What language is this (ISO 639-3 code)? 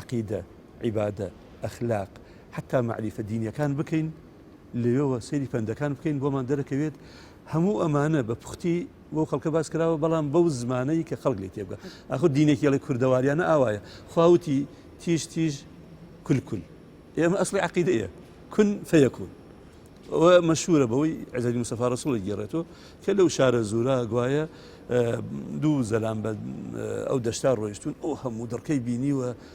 ckb